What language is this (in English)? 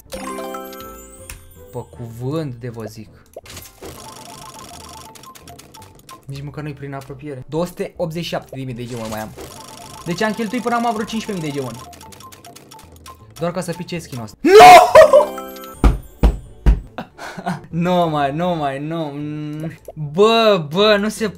Romanian